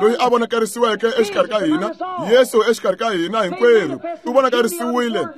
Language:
Tsonga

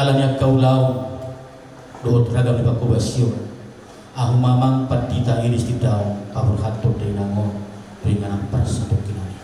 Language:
Batak Toba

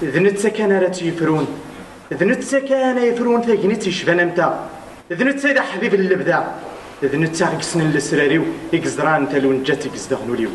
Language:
Kabyle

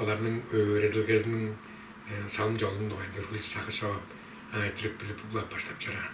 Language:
Tuvinian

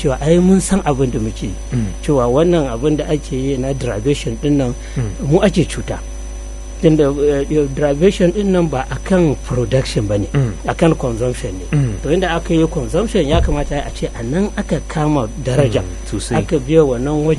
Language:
Hausa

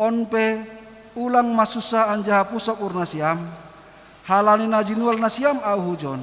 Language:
Batak Simalungun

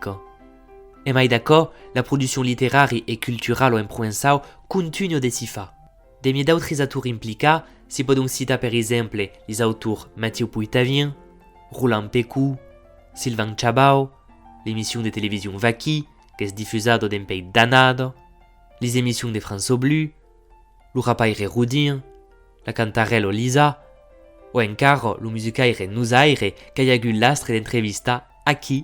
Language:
Occitan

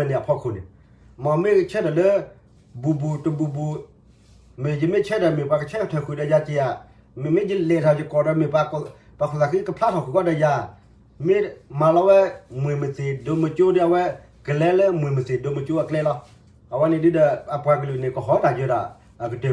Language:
S'gaw Karen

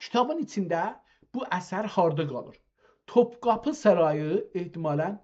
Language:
South Azerbaijani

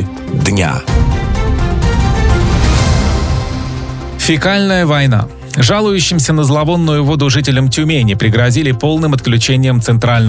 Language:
Russian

